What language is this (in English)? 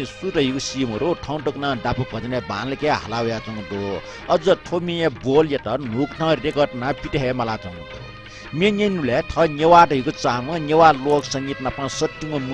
Newari